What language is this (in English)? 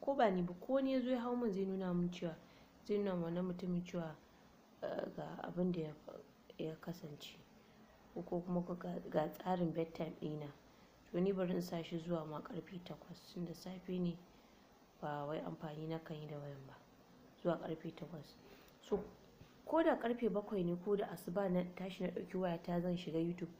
Hausa